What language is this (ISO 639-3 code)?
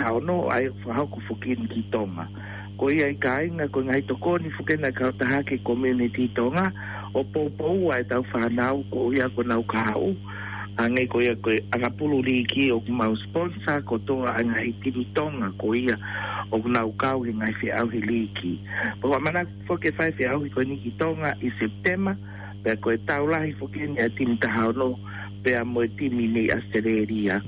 ton